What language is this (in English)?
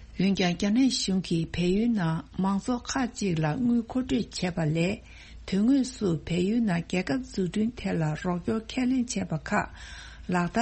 Tibetan